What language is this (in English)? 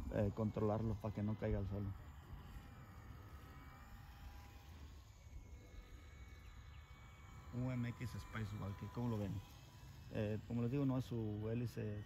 Spanish